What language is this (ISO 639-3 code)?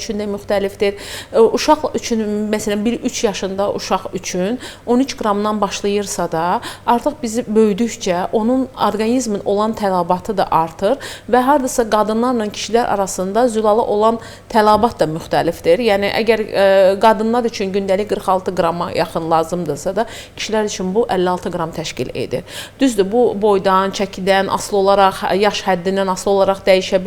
aze